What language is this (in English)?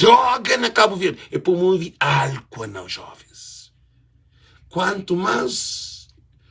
Kabuverdianu